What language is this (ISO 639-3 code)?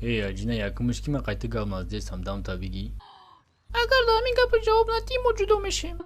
tgk